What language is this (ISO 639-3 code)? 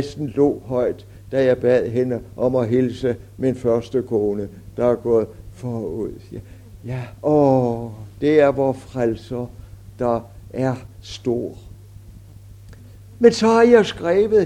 dan